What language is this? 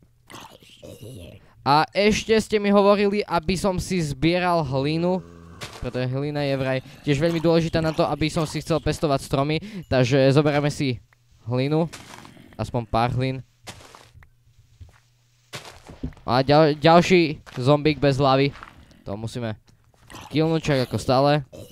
Slovak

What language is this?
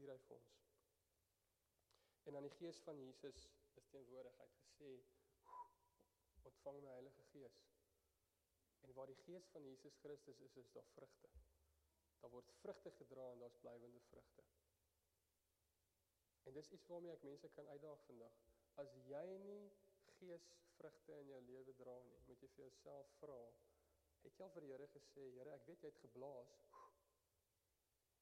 Afrikaans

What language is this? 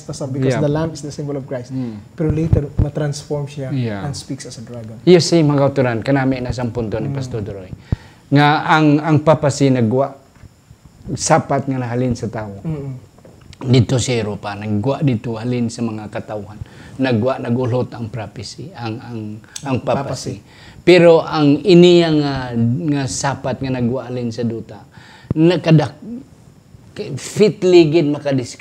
Hiligaynon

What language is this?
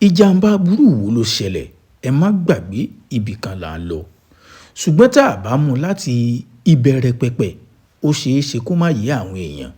Yoruba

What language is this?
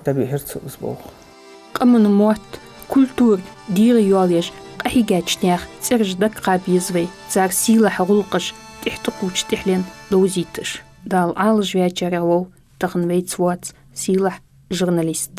Ingush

